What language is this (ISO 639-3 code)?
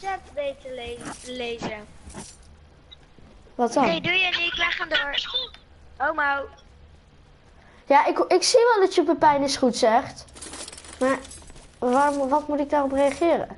nld